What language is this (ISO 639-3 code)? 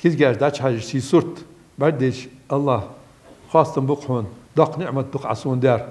inh